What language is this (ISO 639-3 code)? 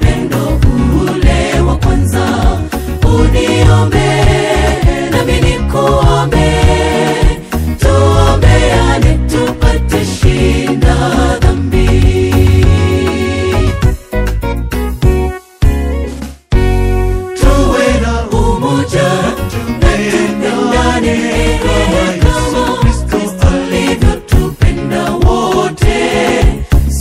swa